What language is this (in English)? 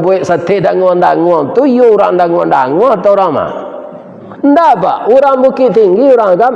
Minangkabau